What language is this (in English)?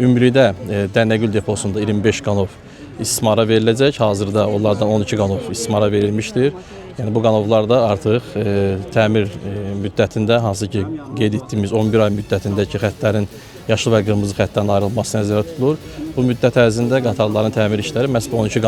Azerbaijani